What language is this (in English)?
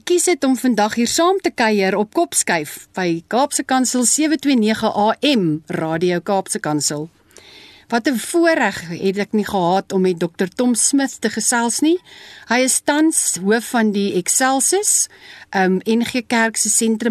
Afrikaans